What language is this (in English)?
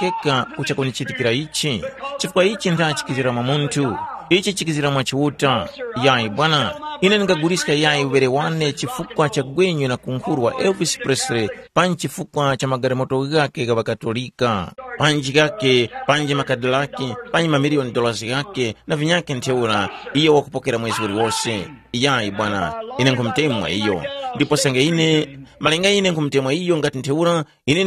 Tumbuka